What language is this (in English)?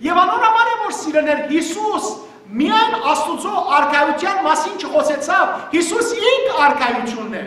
Western Armenian